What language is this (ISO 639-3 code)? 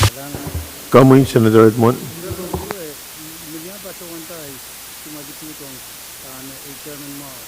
pon